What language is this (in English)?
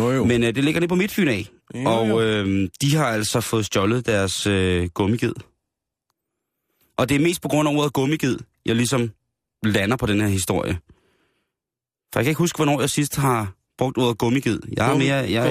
Danish